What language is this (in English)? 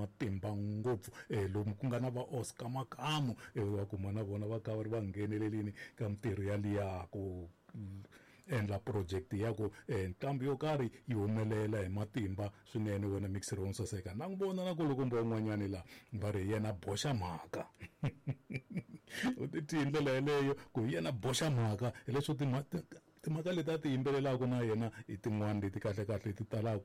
Tsonga